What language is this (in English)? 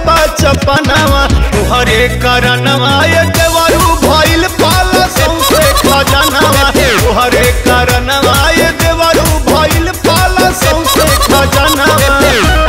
Bhojpuri